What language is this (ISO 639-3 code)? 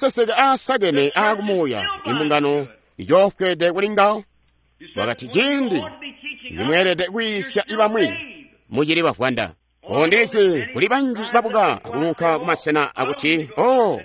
toi